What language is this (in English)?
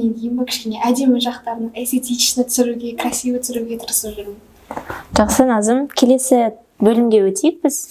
Kazakh